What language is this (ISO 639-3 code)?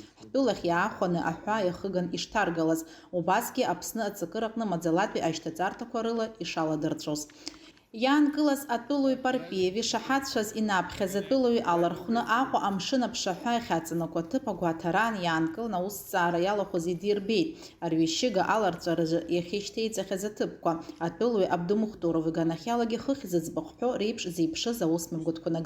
abk